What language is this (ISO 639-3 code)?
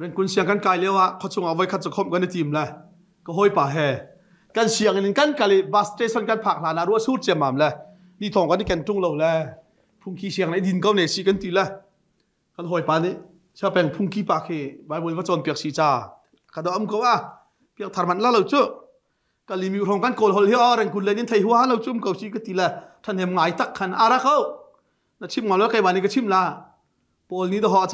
cnh